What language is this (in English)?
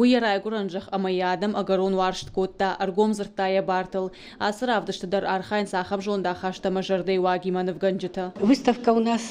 Ossetic